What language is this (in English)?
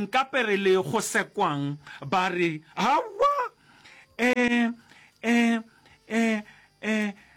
Northern Sotho